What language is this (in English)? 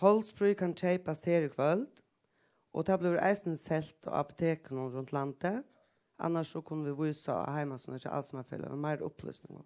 Faroese